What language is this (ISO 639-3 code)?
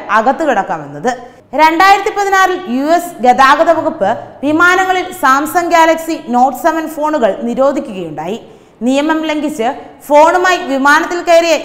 mal